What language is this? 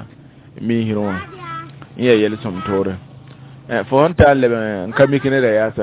Mossi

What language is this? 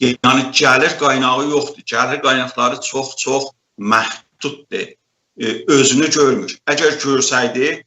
South Azerbaijani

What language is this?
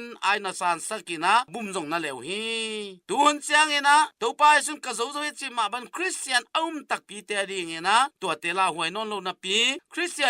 Tedim Chin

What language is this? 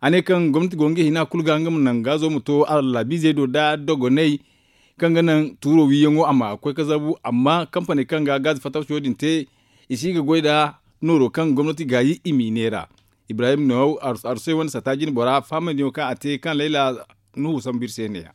Zarma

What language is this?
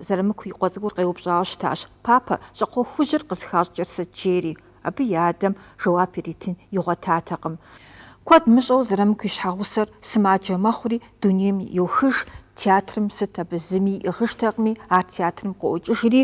Kabardian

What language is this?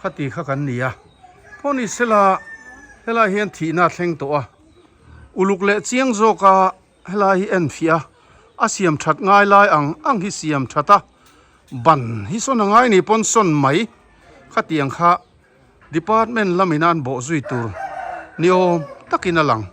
Mizo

